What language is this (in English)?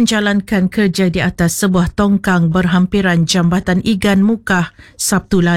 Malay